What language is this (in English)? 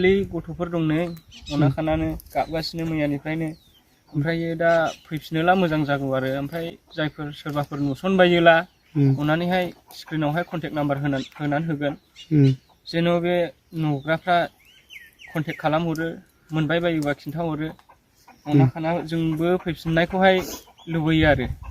Bodo